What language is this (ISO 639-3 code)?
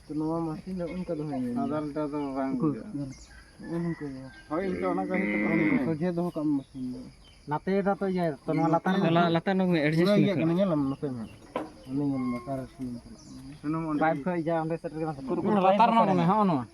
sat